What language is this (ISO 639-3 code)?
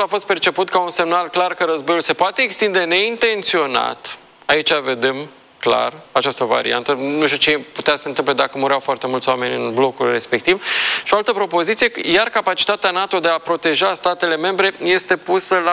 ron